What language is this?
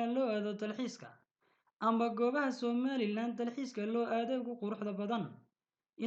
Somali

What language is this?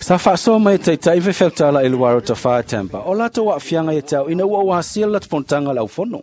Samoan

